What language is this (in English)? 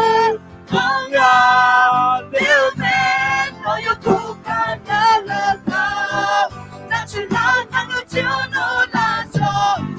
Akha